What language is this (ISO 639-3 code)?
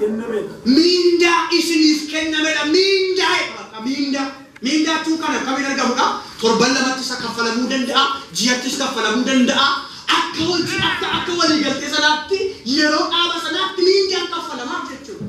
orm